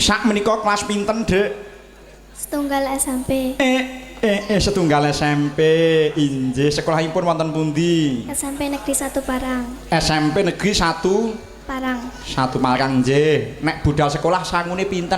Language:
Javanese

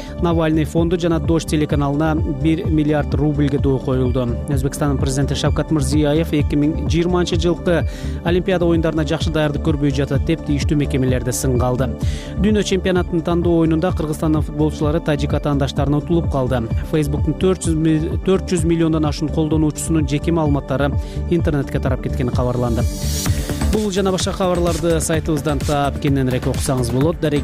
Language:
Kyrgyz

